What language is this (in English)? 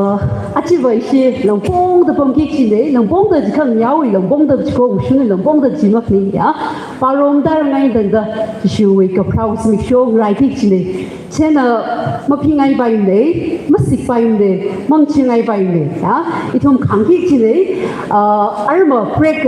Tangkhul Naga (India)